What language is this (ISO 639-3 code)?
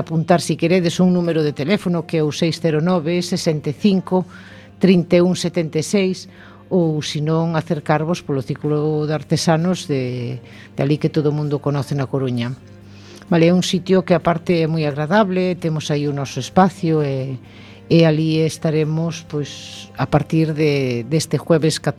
glg